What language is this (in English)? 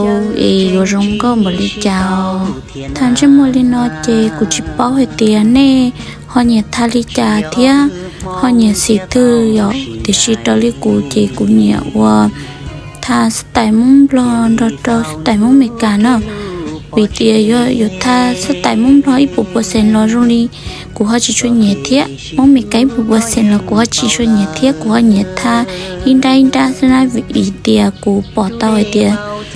Hmong